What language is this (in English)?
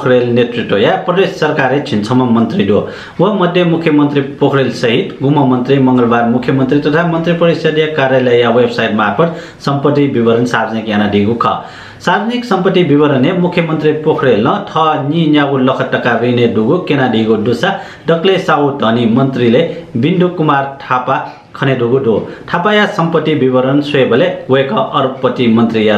Newari